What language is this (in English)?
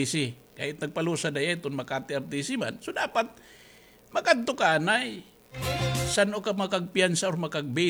Waray